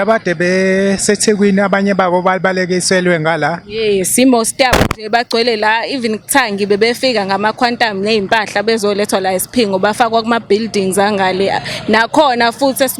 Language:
Zulu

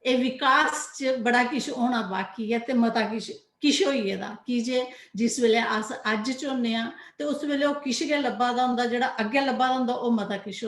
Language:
Dogri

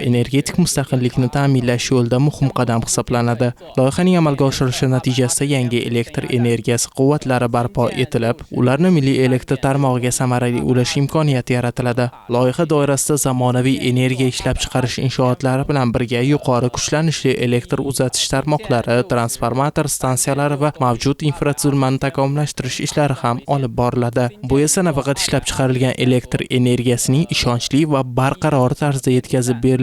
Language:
Uzbek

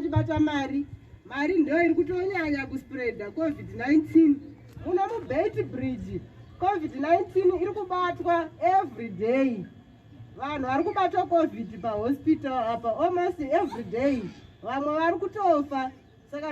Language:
Shona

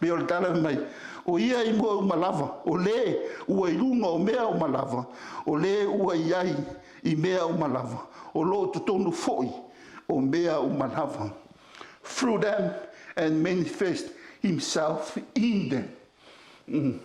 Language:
Samoan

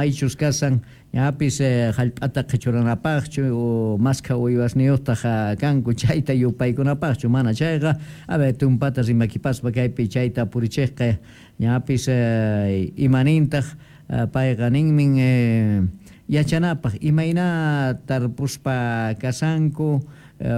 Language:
South Bolivian Quechua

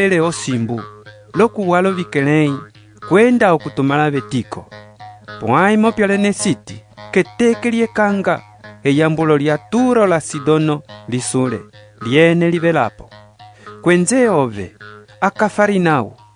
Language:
Umbundu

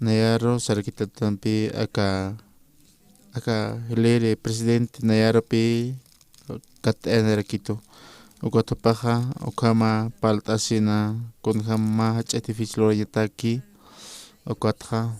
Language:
Aymara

